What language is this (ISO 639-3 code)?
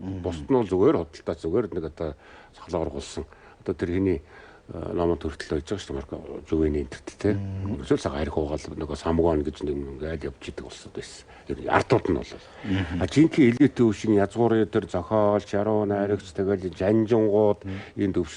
mon